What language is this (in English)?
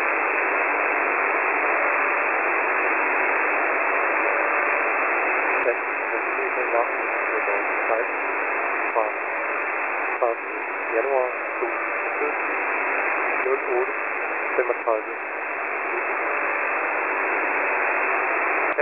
Danish